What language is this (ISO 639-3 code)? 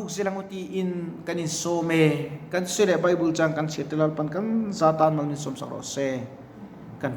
lus